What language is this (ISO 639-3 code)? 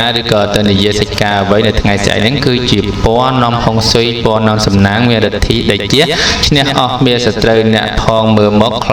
khm